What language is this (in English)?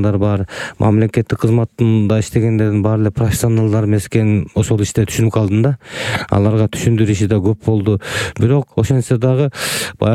Kyrgyz